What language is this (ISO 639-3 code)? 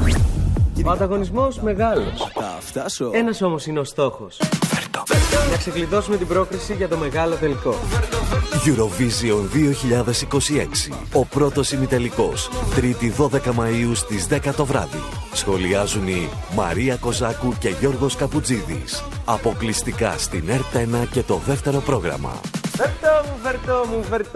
ell